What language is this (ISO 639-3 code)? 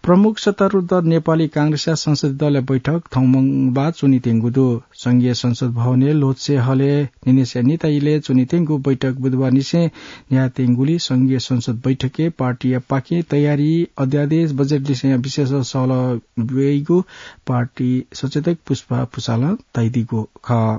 new